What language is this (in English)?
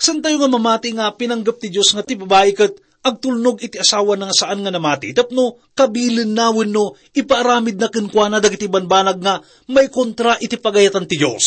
Iloko